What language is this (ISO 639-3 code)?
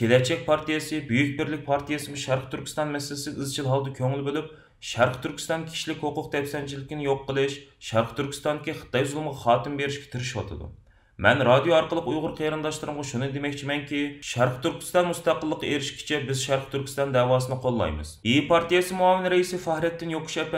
uig